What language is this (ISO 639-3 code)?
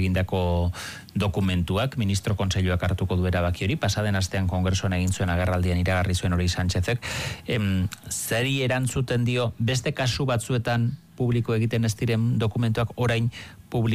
eus